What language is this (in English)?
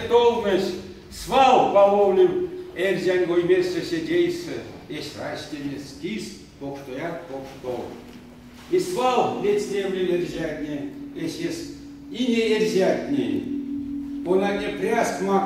Erzya